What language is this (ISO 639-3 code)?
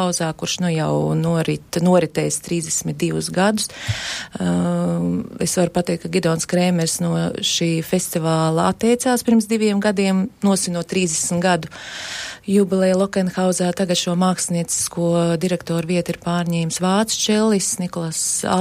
lav